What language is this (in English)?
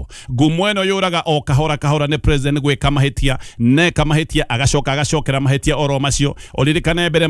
Kikuyu